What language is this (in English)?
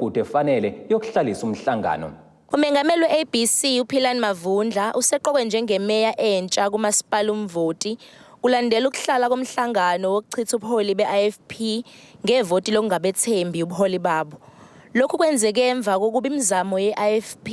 Zulu